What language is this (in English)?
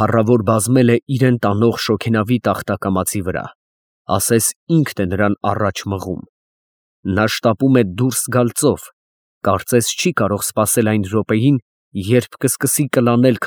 Armenian